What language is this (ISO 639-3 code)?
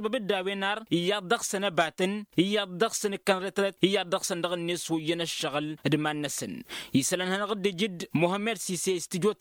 taq